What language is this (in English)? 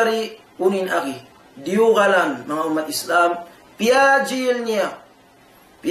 Tausug